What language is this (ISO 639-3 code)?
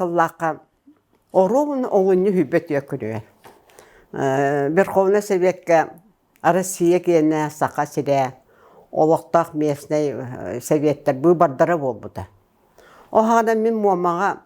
sah